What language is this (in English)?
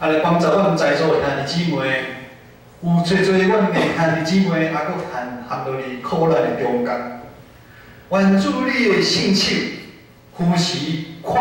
Min Nan Chinese